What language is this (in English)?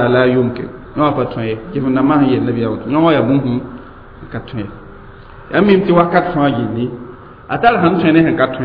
Mossi